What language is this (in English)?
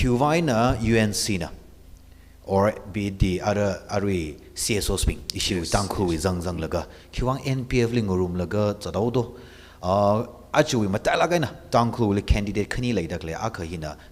Tangkhul Naga (India)